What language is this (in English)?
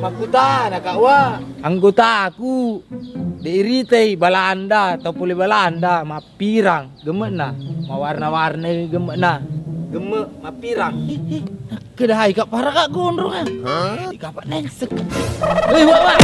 Buginese